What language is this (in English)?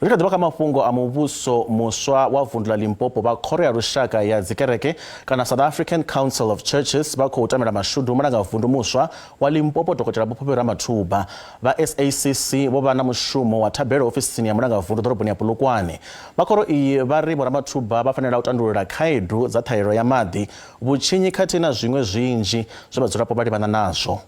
Venda